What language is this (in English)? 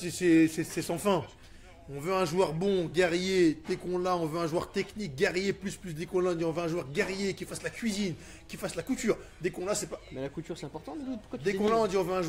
French